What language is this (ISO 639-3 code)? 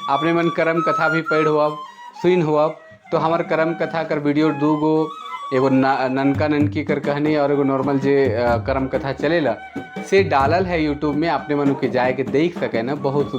sck